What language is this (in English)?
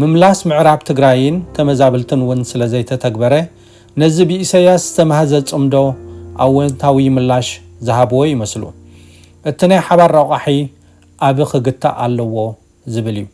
Tigrinya